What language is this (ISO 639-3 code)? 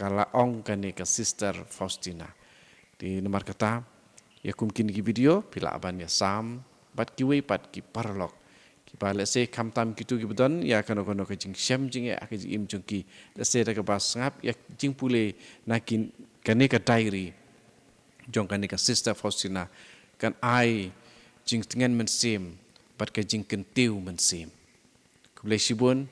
kha